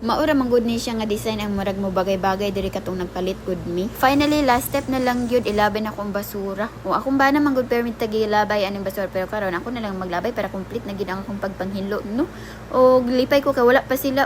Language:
Cebuano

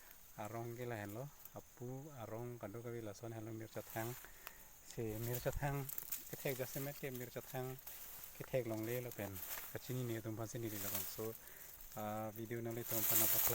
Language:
Karbi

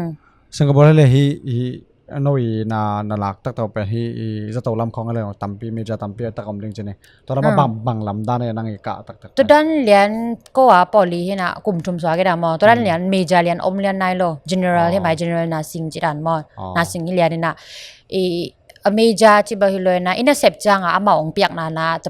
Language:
Tedim Chin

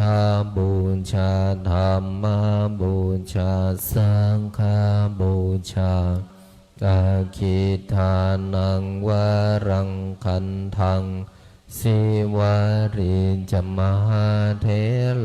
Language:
Pali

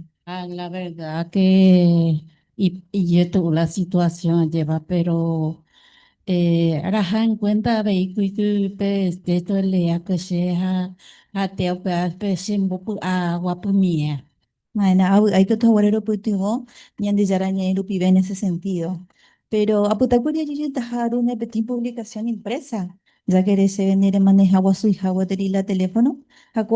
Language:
Guarani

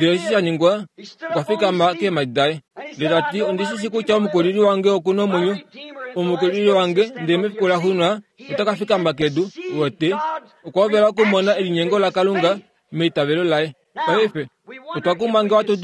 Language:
Kuanyama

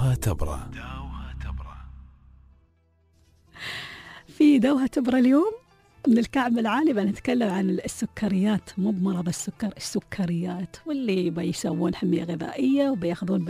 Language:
Gulf Arabic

